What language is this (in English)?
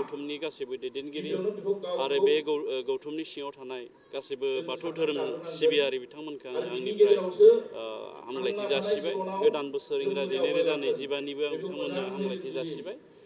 Bodo